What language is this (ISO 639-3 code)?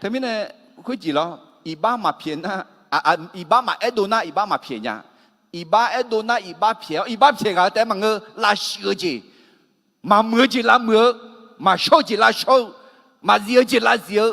ahk